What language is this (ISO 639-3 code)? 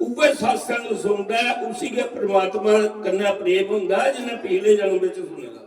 doi